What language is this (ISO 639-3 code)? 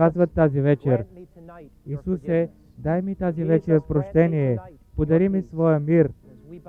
bul